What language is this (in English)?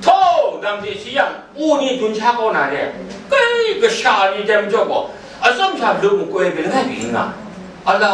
Kachin